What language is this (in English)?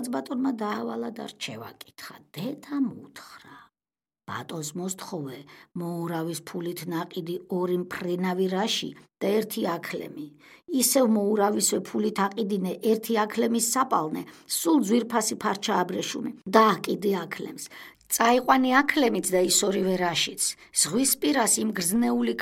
Georgian